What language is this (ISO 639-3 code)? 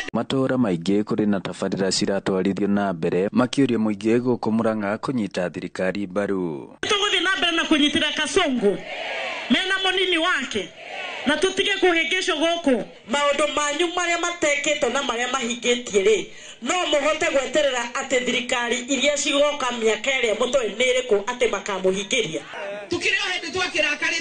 kik